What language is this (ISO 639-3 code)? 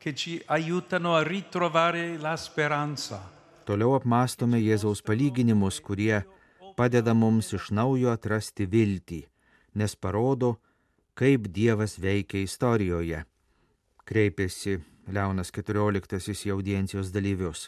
lit